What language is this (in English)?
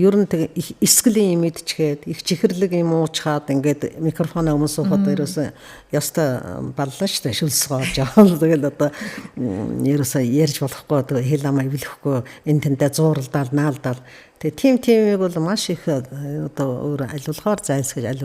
Mongolian